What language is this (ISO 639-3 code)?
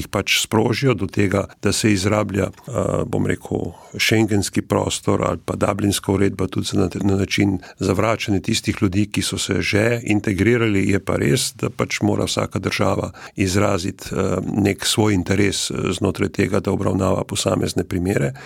slv